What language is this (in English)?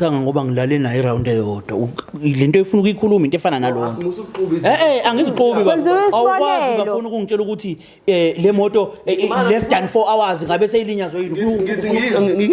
Zulu